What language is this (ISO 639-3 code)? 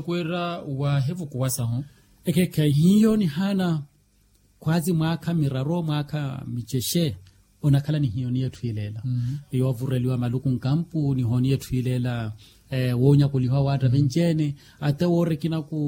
vmw